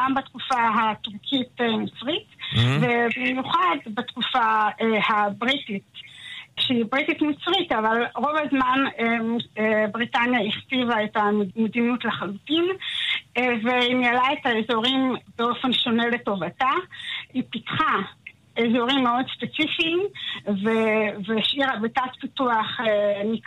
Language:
Hebrew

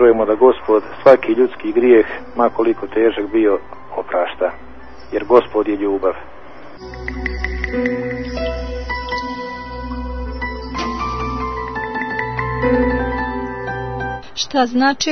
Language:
Bosnian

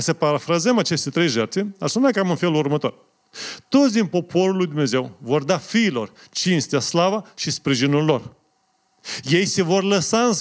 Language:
Romanian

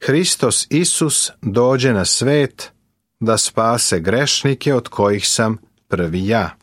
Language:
Serbian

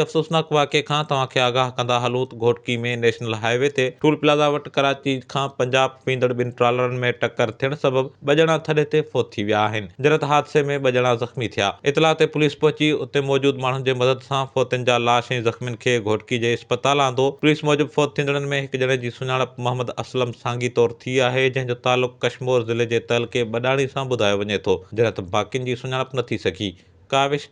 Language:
Sindhi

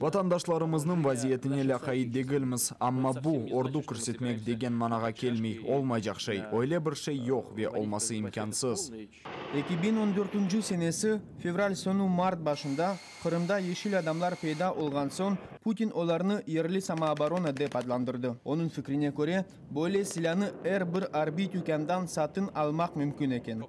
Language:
Crimean Tatar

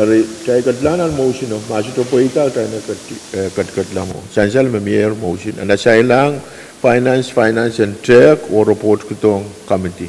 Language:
Pohnpeian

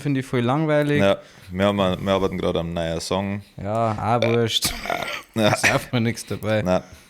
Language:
Bavarian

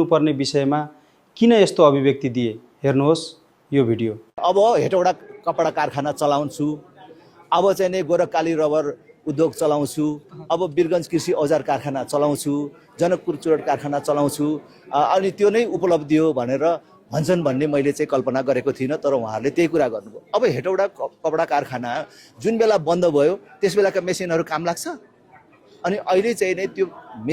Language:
Nepali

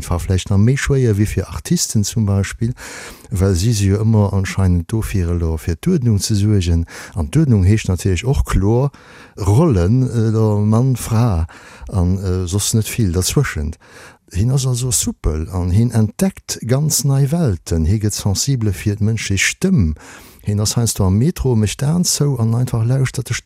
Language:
Luxembourgish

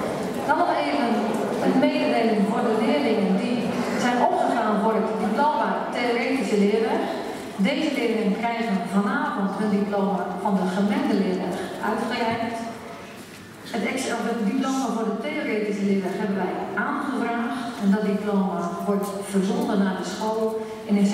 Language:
Dutch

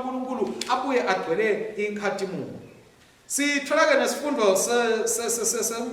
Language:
Swati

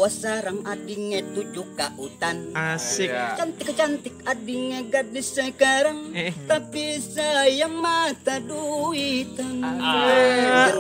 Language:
Banjar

